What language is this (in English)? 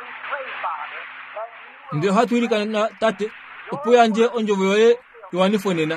Kuanyama